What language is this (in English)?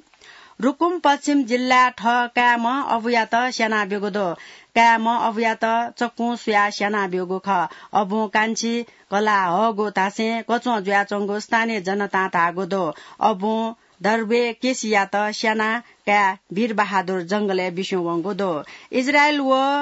Newari